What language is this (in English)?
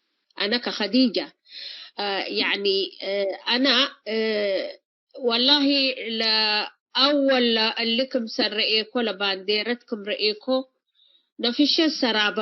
Tigre